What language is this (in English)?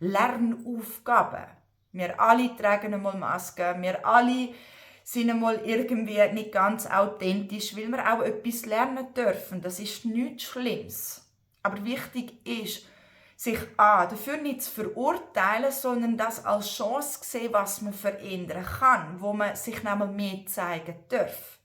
Swiss German